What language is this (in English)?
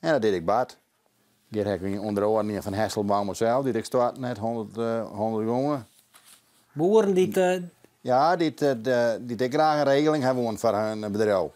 Western Frisian